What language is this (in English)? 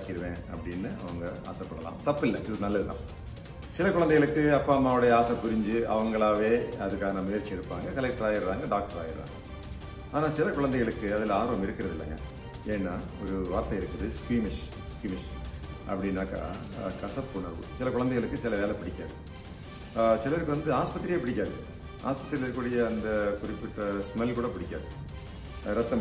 Tamil